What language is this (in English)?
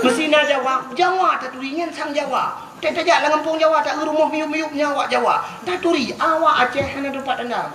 Achinese